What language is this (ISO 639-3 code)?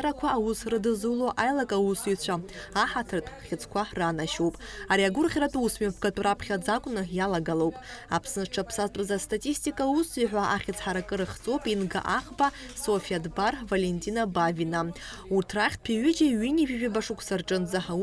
abk